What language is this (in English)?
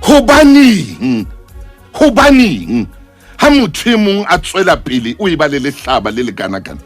Southern Sotho